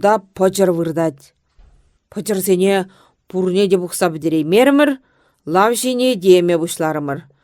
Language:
Chuvash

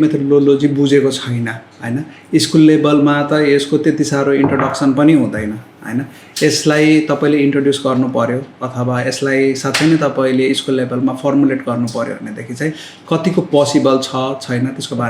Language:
Nepali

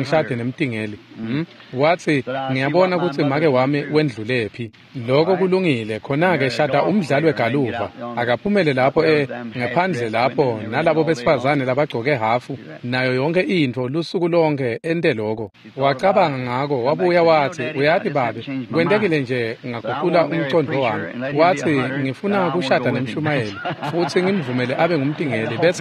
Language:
Swati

